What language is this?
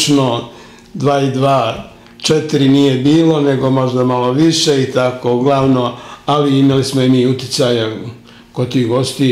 Serbian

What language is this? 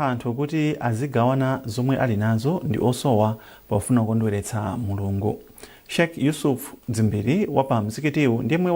Nyanja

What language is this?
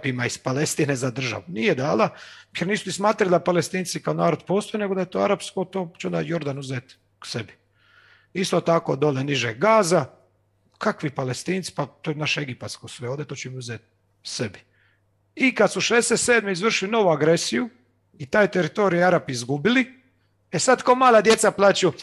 Croatian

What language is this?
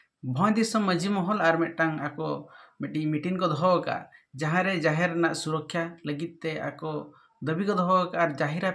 Santali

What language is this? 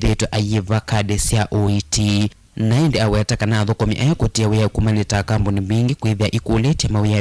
Kamba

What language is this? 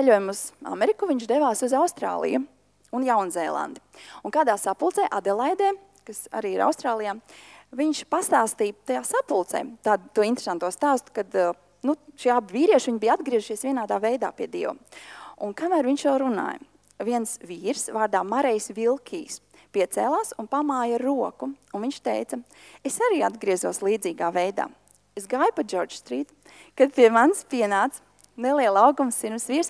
Latvian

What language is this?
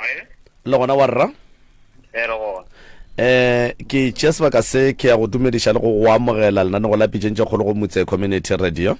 Northern Sotho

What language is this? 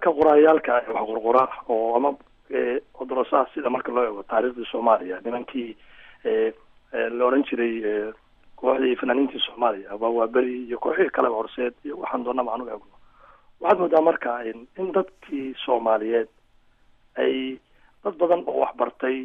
Somali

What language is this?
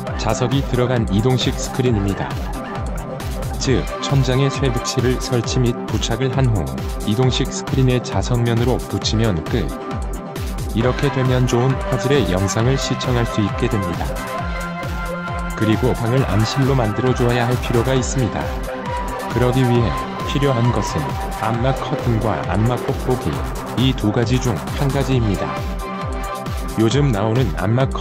Korean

